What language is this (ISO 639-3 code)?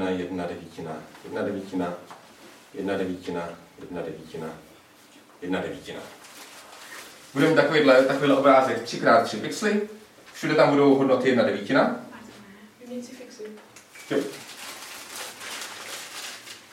ces